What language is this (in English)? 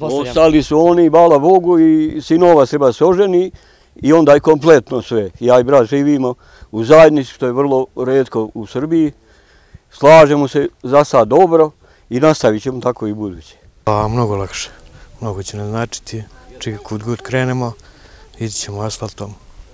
Serbian